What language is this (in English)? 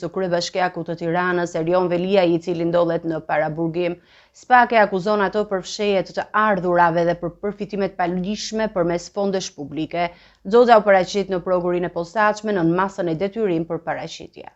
Albanian